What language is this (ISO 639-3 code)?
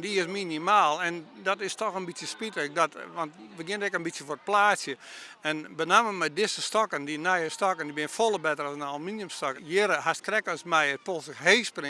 fry